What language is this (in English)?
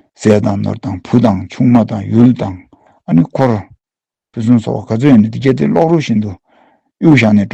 Tibetan